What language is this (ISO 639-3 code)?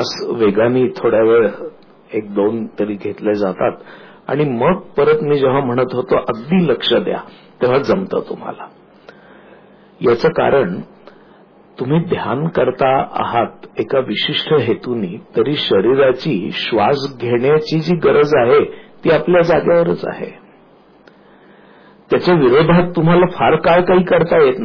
mar